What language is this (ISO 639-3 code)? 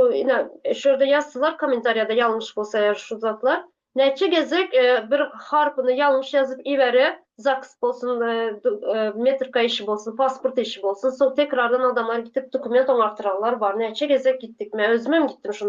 tuk